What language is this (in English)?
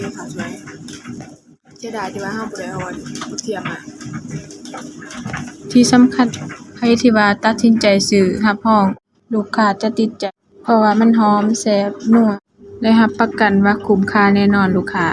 Lao